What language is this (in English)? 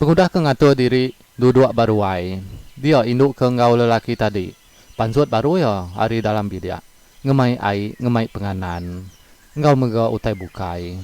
Iban